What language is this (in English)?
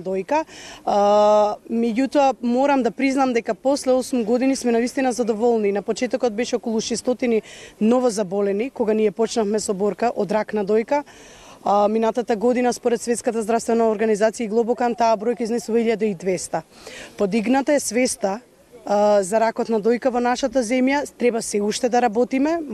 Macedonian